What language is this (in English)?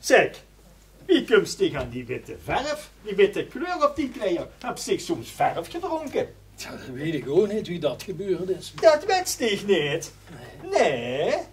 Limburgish